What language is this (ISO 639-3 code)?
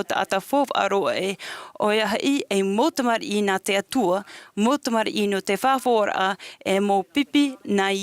tah